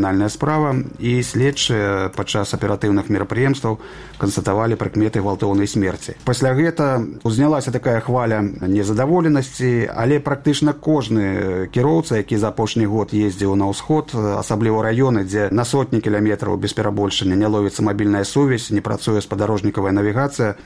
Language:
Belarusian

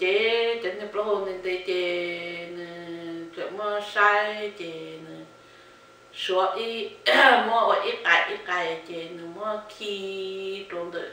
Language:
Hmong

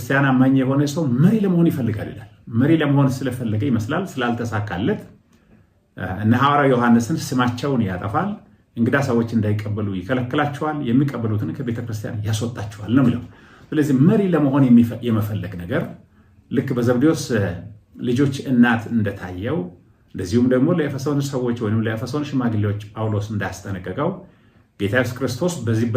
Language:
Amharic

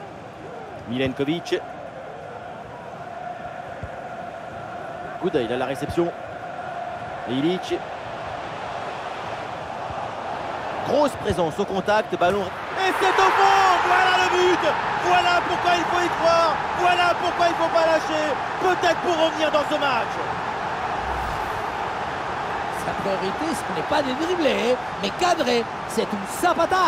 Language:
French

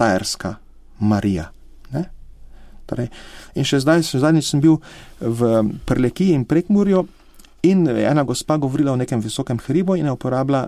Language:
Slovenian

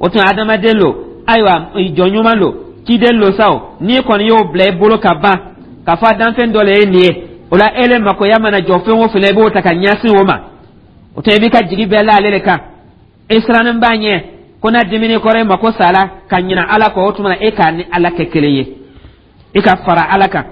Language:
Dyula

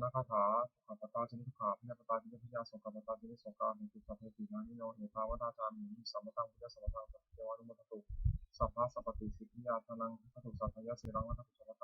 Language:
Pali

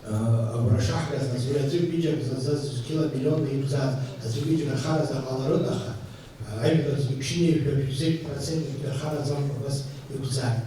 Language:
Abkhazian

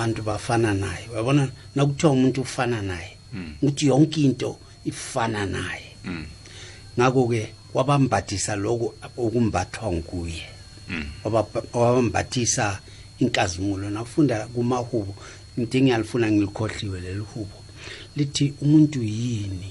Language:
South Ndebele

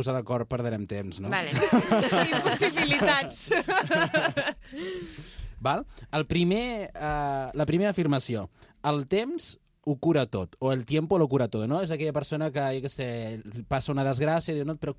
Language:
Catalan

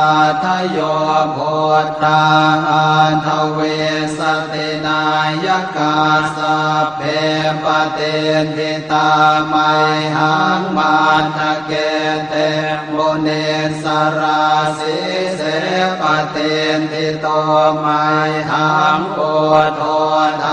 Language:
Pali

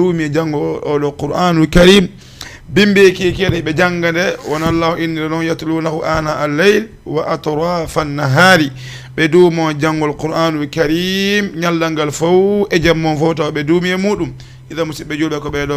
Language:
Fula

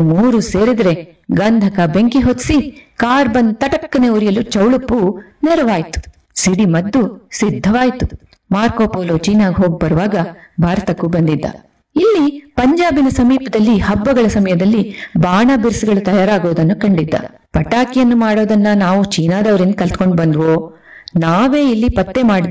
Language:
Kannada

